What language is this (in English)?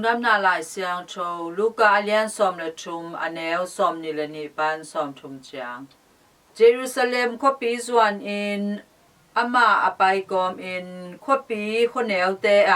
Tedim Chin